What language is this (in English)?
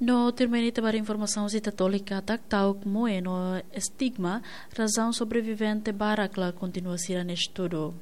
Tetum